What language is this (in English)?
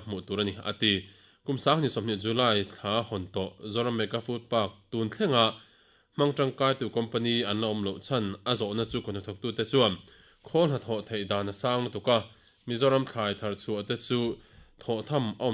Mizo